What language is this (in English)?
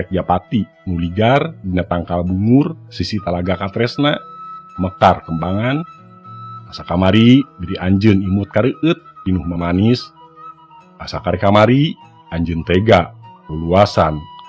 Sundanese